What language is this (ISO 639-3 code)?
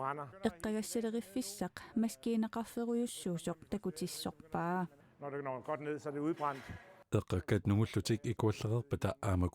kal